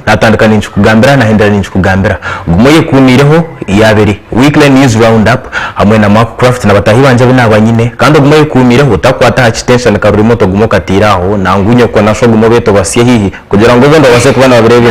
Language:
Nyankole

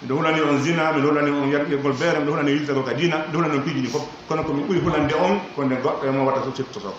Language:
Pular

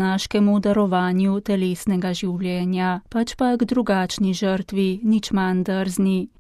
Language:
Slovenian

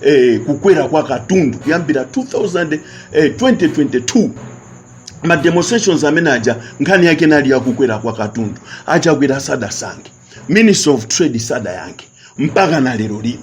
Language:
Nyanja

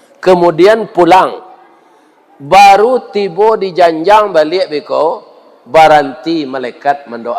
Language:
Minangkabau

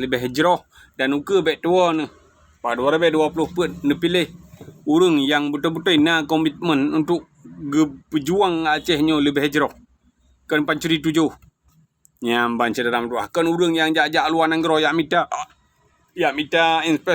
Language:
Achinese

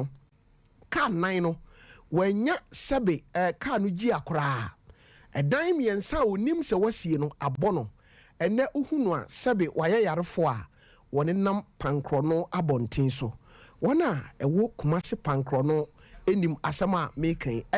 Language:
Akan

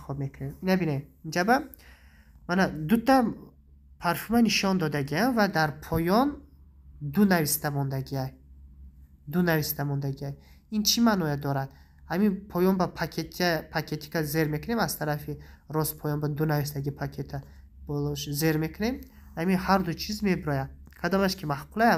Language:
Tajik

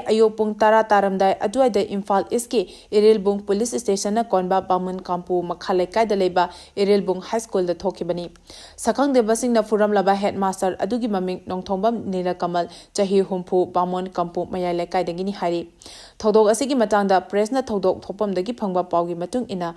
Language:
Manipuri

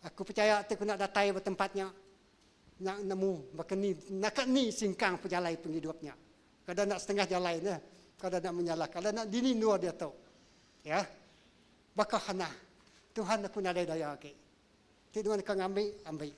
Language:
Iban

